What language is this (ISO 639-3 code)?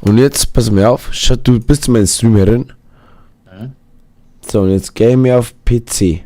bar